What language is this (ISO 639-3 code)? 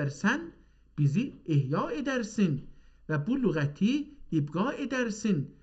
azb